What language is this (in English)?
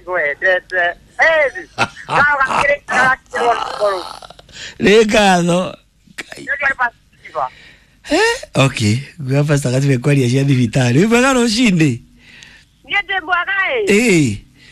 Kikuyu